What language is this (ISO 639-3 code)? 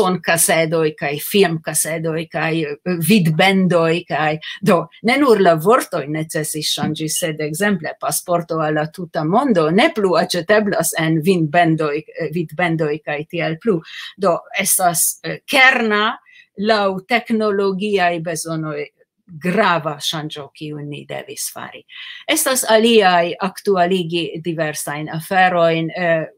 epo